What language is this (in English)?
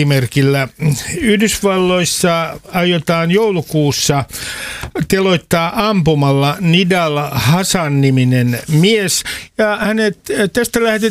Finnish